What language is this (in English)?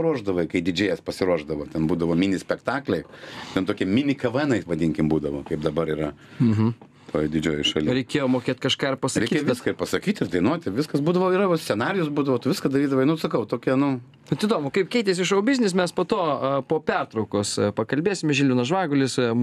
Lithuanian